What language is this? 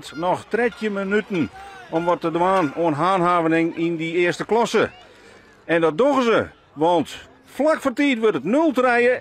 Western Frisian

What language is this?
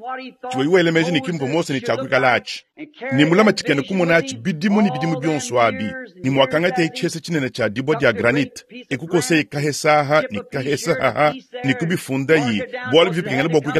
Luba-Lulua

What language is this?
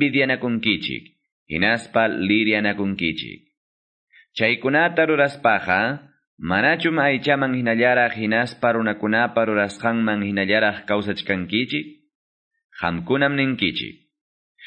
Quechua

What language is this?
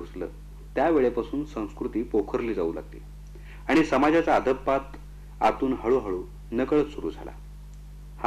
Marathi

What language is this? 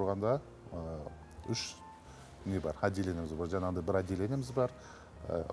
Kazakh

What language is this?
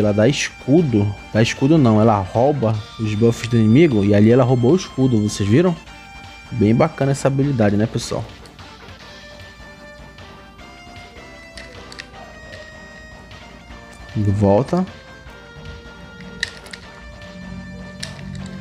Portuguese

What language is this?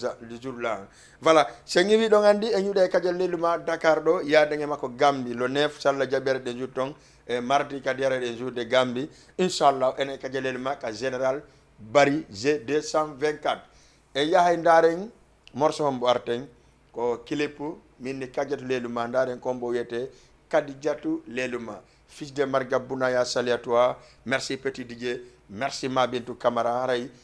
Fula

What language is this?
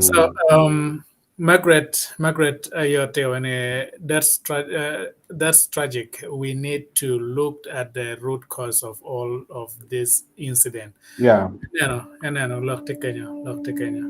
Acoli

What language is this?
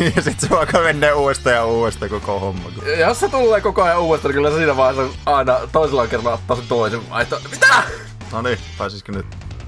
Finnish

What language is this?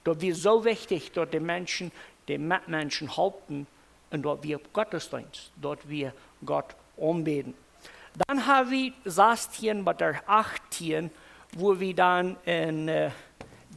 Plautdietsch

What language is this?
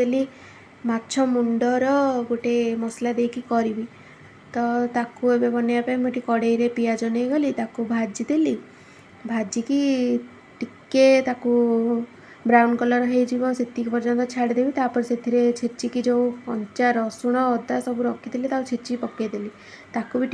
Odia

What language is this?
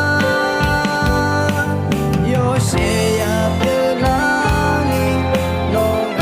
Akha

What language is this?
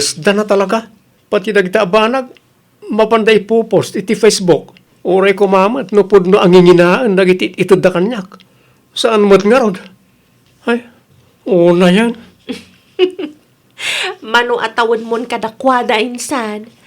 Iloko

